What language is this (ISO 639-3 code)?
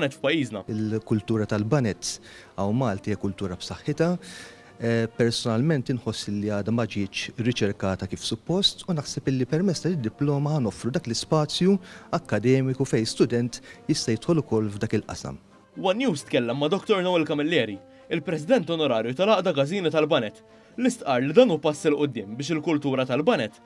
mlt